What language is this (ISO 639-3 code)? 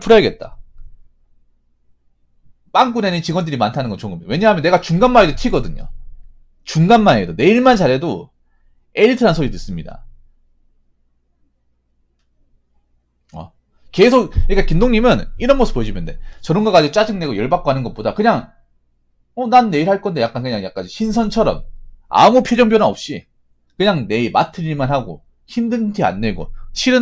kor